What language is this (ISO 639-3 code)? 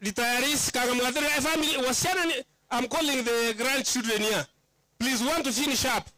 guz